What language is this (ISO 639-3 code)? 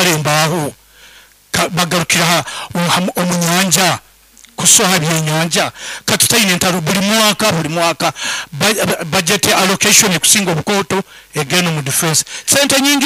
nyn